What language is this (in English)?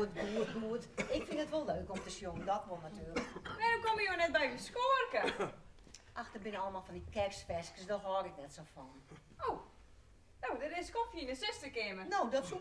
Western Frisian